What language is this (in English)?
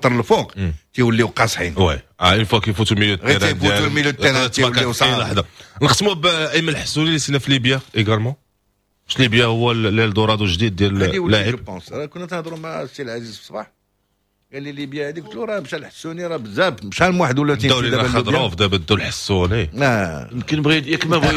Moroccan Arabic